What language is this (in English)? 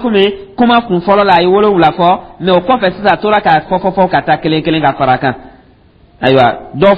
Dyula